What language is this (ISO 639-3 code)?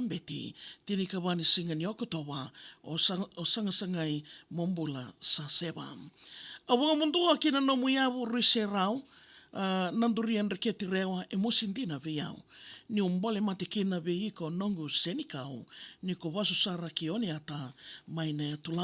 fij